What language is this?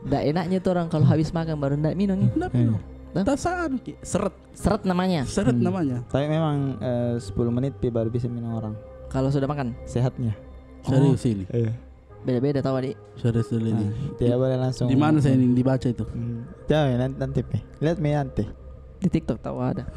Makassar Malay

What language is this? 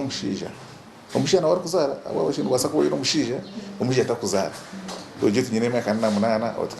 Nyankole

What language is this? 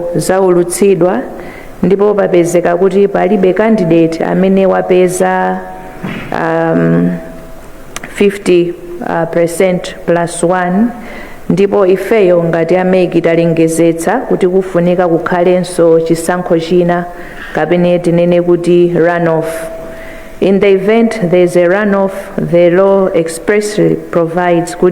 Nyanja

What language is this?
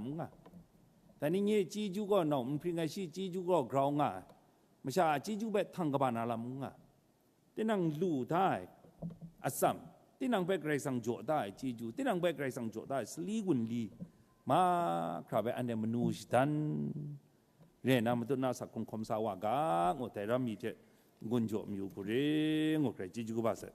Kachin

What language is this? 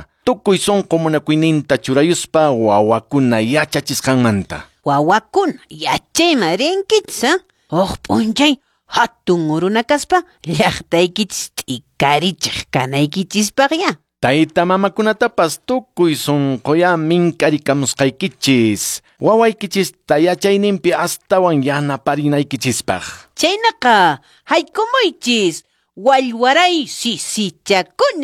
Quechua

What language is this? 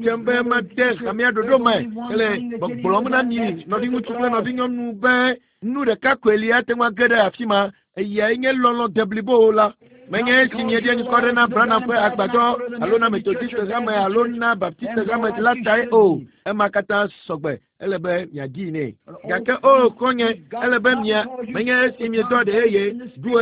Ewe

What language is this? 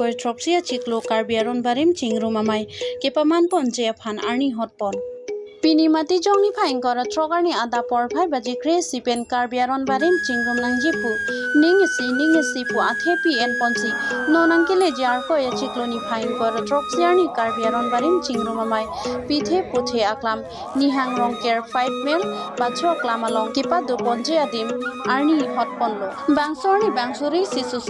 Karbi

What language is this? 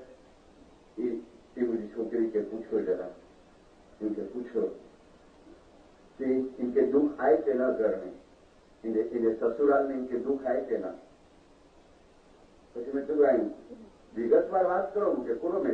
Gujarati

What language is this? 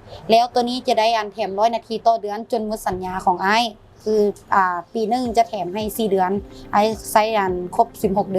Lao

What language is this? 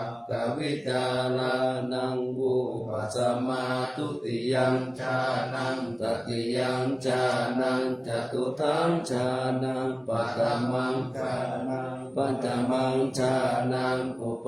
Pali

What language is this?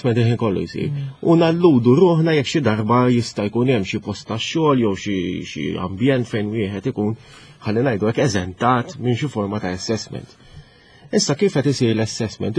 Maltese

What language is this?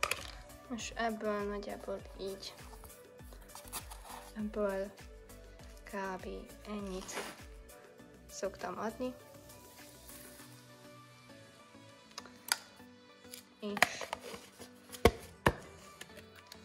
Hungarian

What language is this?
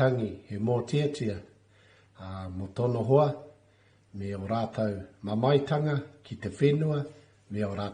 Māori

